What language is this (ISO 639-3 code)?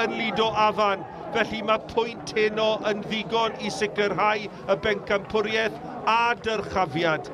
cym